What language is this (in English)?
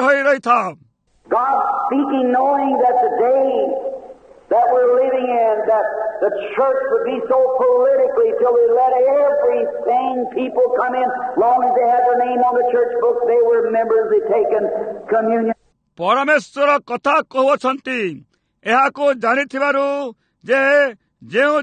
Odia